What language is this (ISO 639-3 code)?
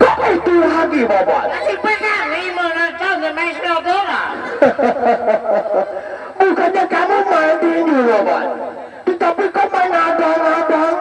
sas